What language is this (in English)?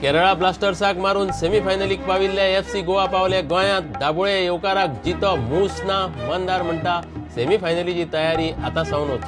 Konkani